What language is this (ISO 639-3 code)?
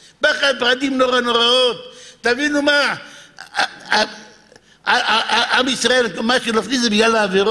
heb